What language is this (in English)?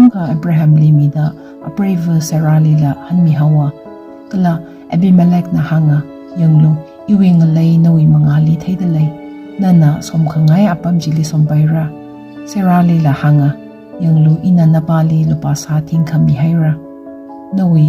Tangkhul Naga (India)